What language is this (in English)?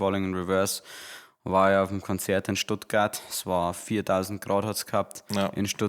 Bavarian